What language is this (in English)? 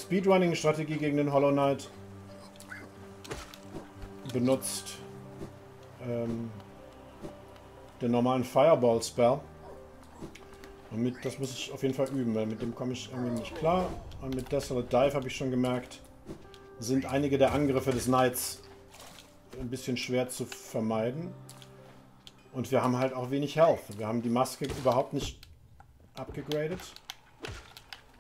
German